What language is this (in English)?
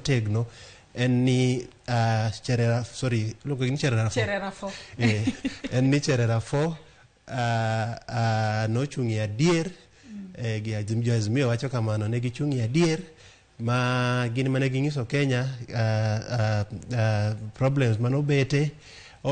Luo (Kenya and Tanzania)